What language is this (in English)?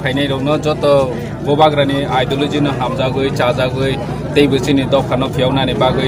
Kok Borok